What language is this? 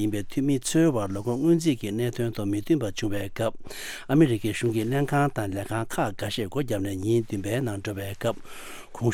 Tibetan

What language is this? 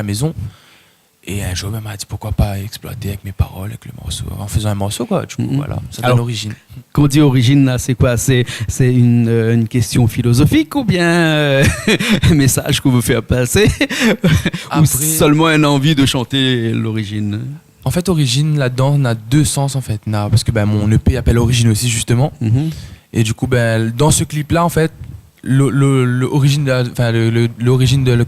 Réunion Creole French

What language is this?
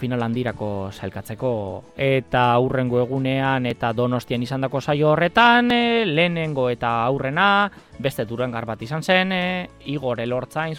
Basque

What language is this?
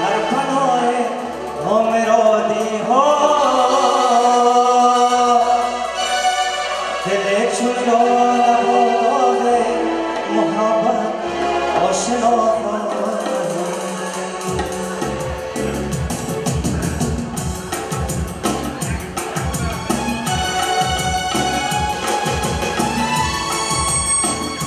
Persian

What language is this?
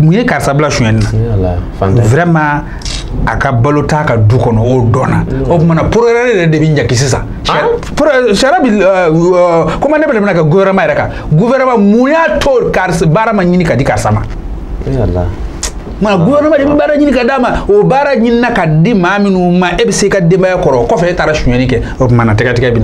Bambara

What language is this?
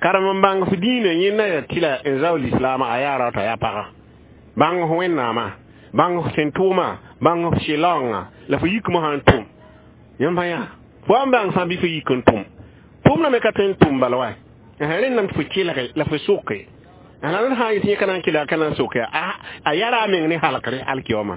Mossi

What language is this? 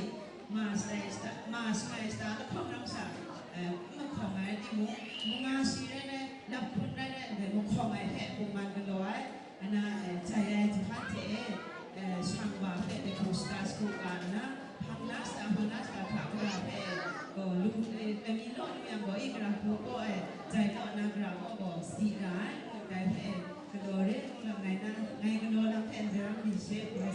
Kachin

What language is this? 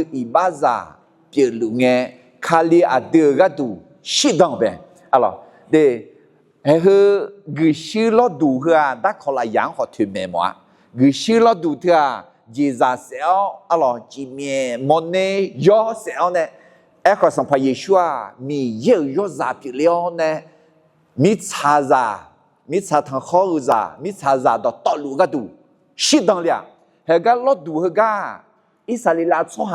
Akha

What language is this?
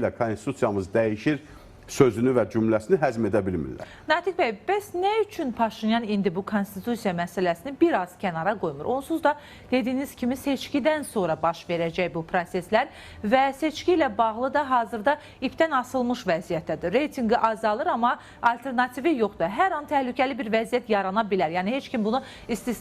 Azerbaijani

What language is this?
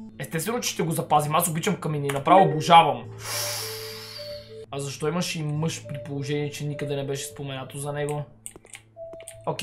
Bulgarian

